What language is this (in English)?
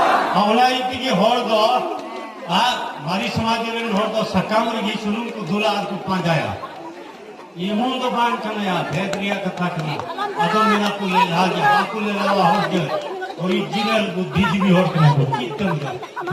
Santali